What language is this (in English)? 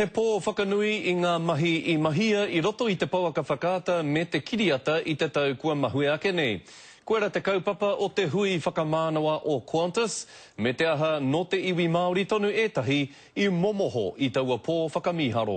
Māori